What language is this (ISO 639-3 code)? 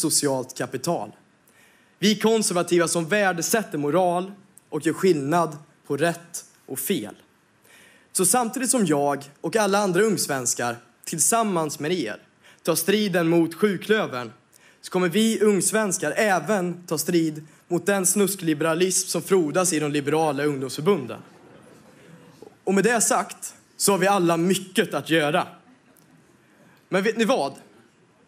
swe